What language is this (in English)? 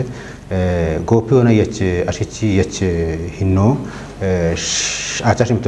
Kafa